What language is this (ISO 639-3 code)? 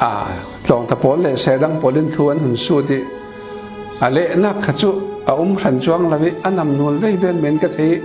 cfm